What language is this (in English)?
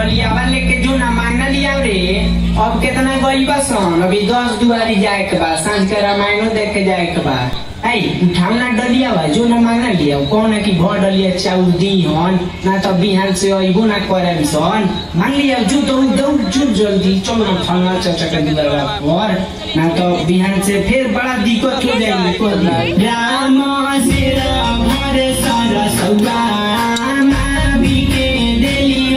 Bhojpuri